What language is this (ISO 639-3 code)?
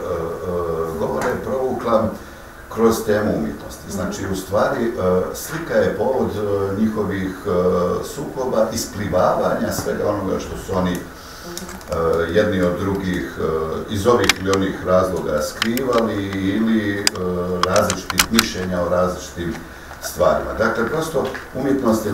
bos